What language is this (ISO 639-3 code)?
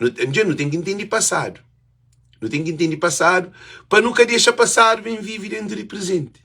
kea